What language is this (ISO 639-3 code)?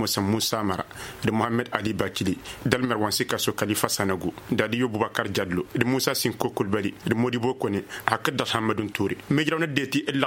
taq